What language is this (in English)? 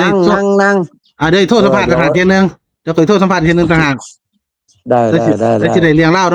Northeastern Thai